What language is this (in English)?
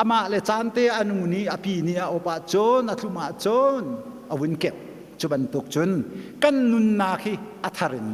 Hakha Chin